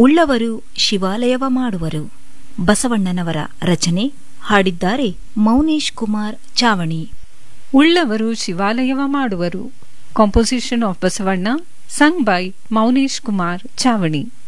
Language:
Kannada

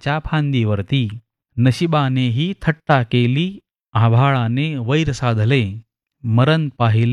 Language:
Marathi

